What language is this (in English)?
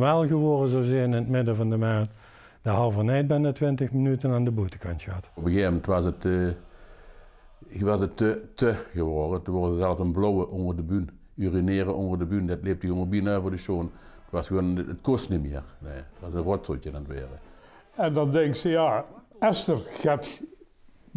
Limburgish